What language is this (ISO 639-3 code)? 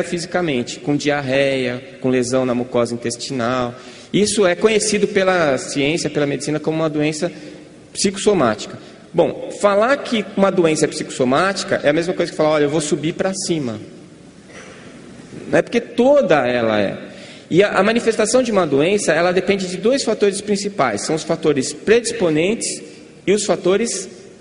por